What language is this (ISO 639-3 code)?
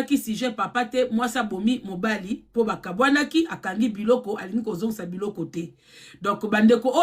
lin